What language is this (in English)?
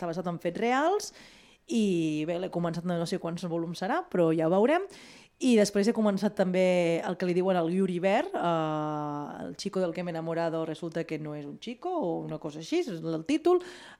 Catalan